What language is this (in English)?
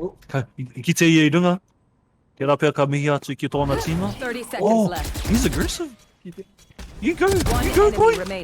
Māori